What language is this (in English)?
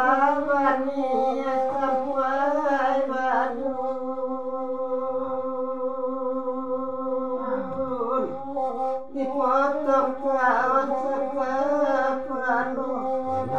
Minangkabau